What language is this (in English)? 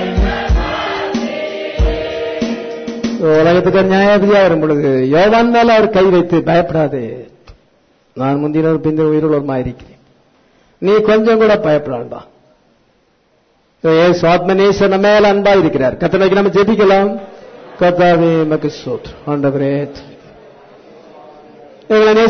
Tamil